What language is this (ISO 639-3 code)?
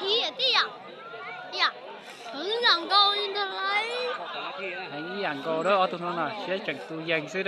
hmn